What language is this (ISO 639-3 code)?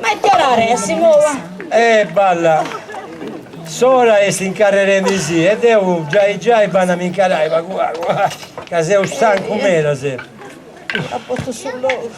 srd